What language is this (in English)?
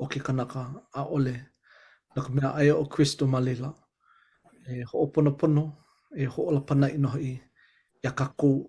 Hawaiian